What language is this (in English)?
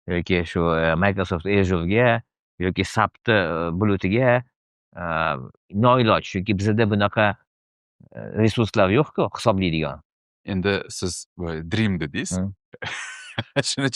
Uzbek